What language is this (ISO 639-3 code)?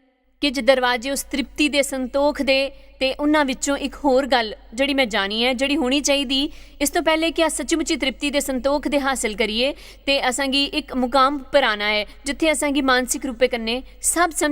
doi